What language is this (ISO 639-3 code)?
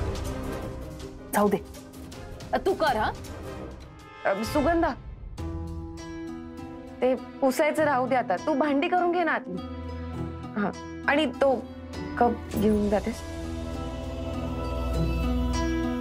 mar